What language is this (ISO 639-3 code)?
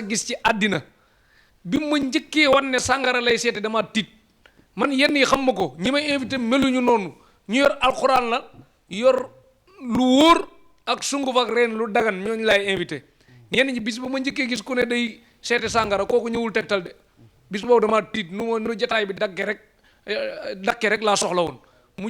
wol